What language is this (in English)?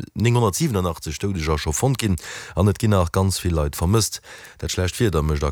Luxembourgish